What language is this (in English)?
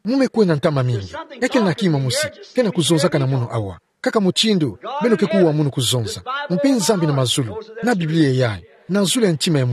Kituba (Democratic Republic of Congo)